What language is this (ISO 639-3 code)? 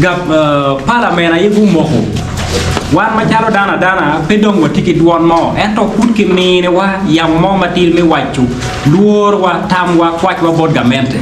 ach